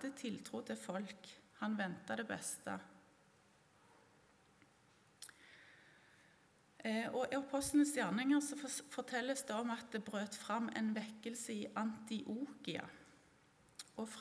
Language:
Norwegian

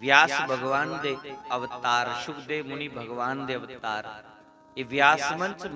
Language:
Dogri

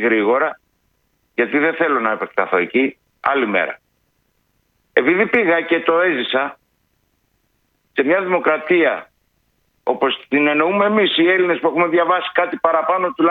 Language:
Greek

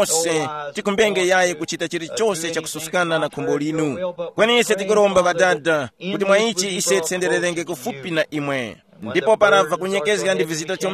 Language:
Tumbuka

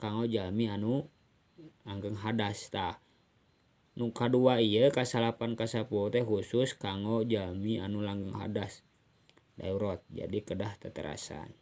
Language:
Sundanese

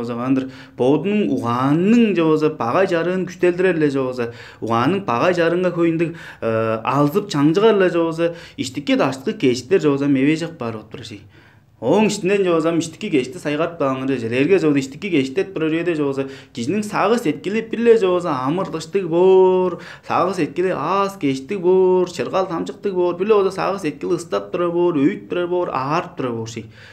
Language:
Tuvinian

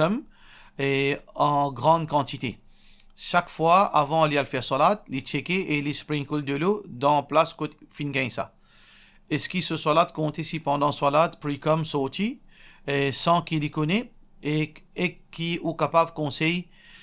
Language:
Morisyen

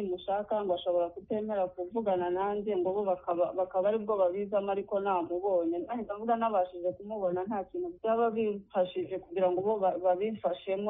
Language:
Kinyarwanda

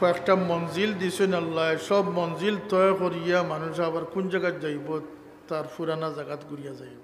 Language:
Sylheti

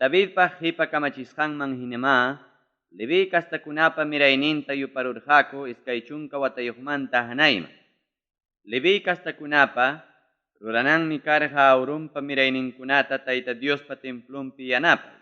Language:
Ayacucho Quechua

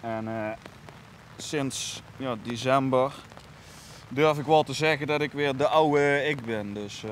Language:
Limburgish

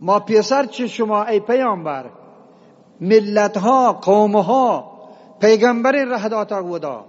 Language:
Eastern Balochi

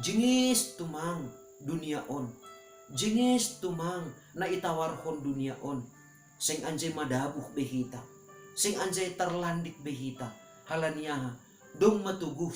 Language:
Batak Simalungun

